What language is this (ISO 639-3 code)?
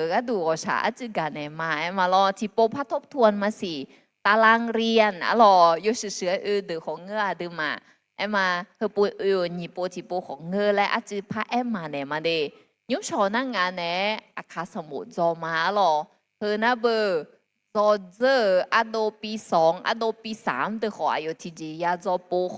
ahk